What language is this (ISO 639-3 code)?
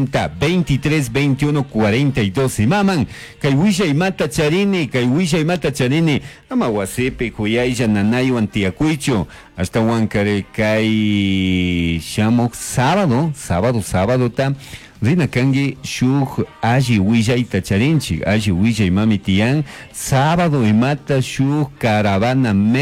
qug